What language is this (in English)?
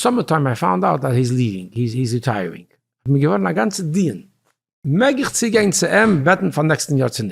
Yiddish